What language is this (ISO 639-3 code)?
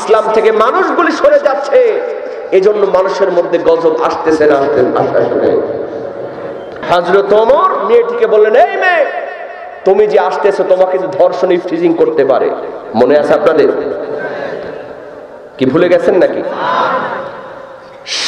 ben